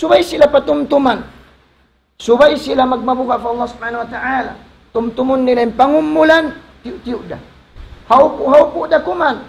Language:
Tausug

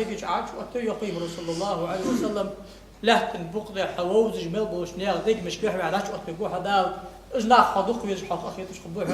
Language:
Ingush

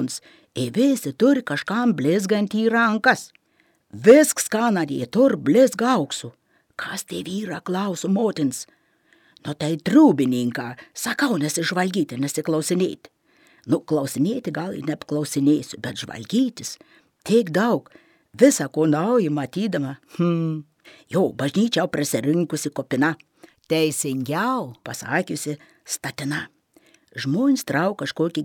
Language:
Lithuanian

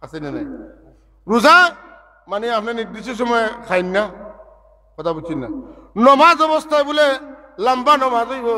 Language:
Sylheti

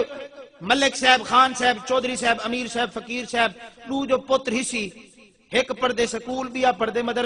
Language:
Saraiki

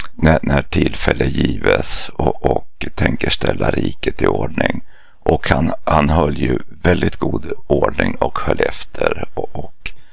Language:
Swedish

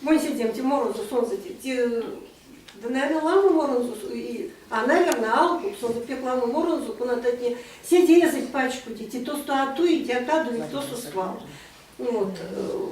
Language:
Erzya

